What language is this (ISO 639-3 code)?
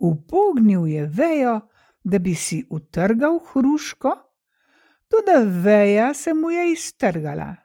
slv